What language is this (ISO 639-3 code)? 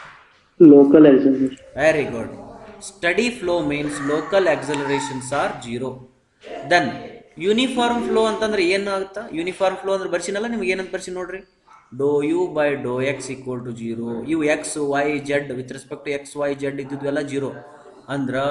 kan